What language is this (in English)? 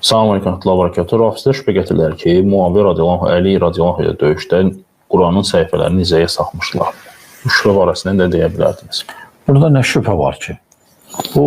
Azerbaijani